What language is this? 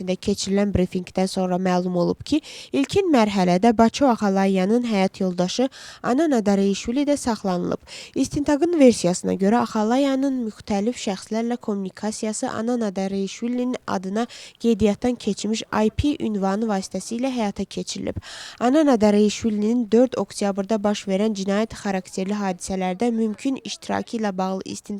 Azerbaijani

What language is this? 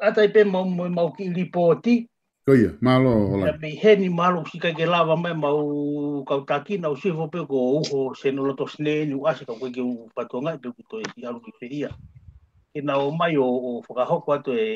Tongan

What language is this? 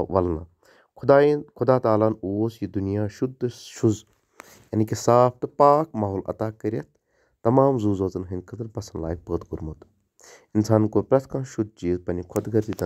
Kashmiri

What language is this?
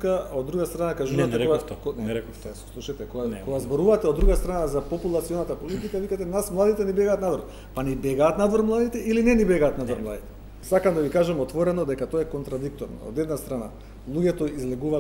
Macedonian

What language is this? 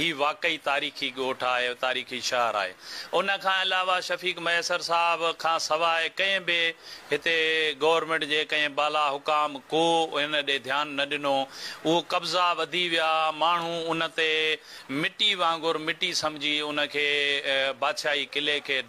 Sindhi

